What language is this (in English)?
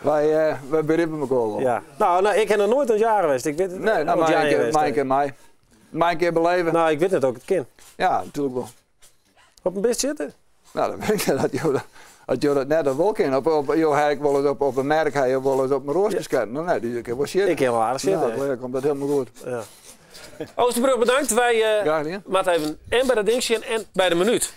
Western Frisian